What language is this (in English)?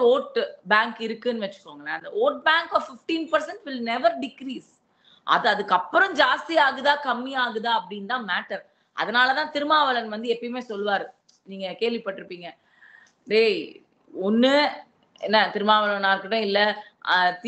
Tamil